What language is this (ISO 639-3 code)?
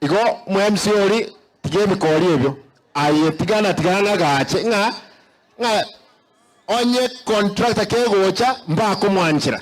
guz